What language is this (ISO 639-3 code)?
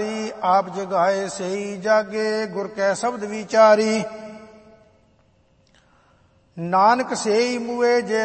pan